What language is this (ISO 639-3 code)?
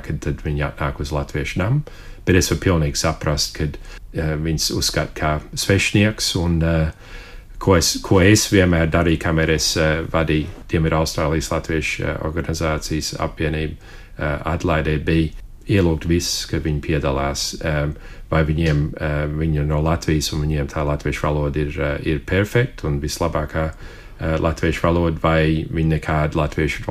lav